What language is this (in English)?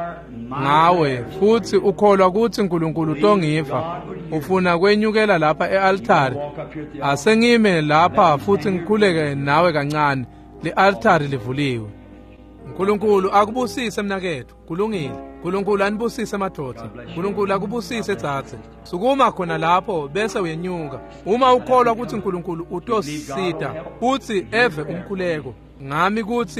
Swati